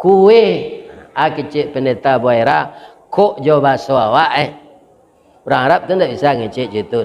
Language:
Minangkabau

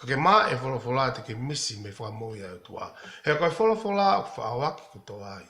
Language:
Tongan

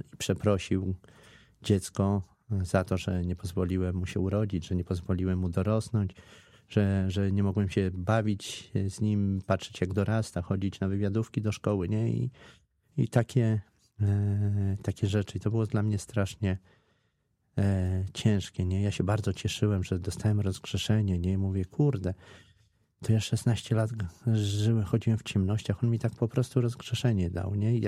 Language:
Polish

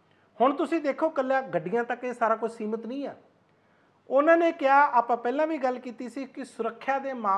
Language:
Punjabi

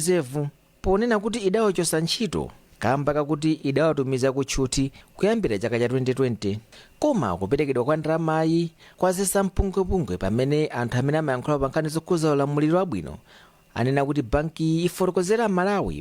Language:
Nyanja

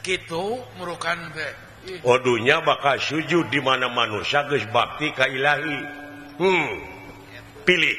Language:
Sundanese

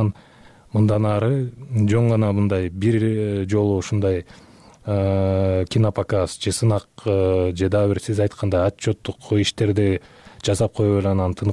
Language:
Kyrgyz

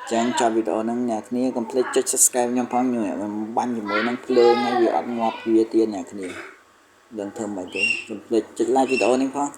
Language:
Khmer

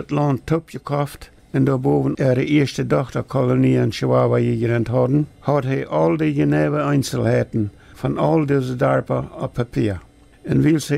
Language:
Plautdietsch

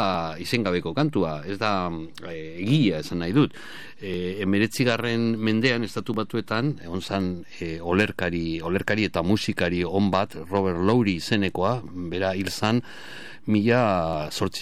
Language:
Basque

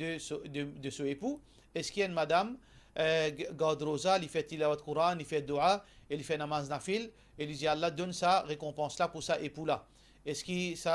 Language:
Morisyen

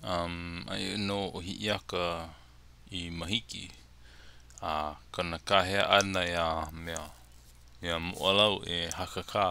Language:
Hawaiian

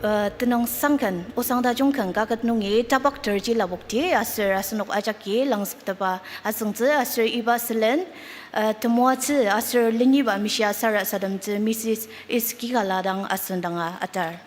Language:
Ao Naga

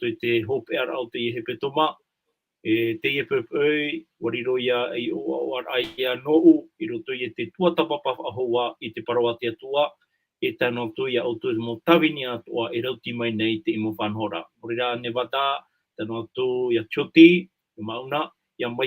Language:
Tahitian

